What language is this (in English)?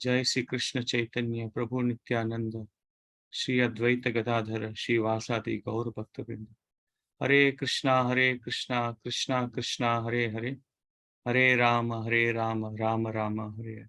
Konkani